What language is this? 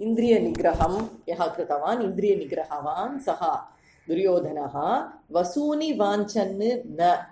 Sanskrit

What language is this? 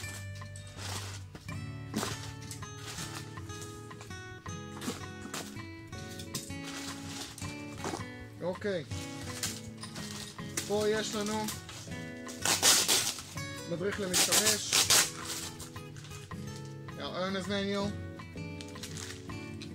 Hebrew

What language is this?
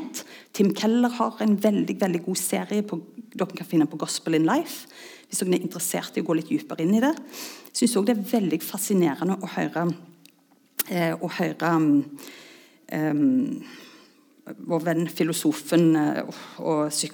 Norwegian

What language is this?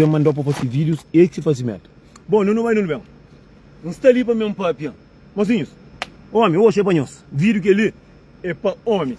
Kabuverdianu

